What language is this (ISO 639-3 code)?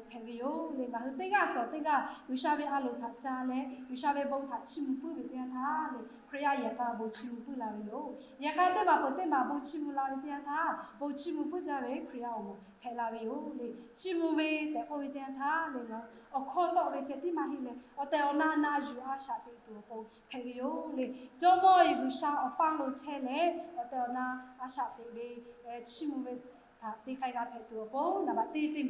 lhu